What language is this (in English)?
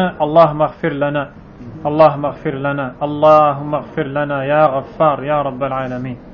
French